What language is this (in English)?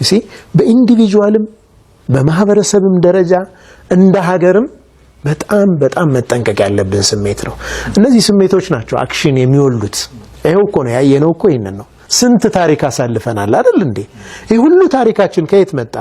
Amharic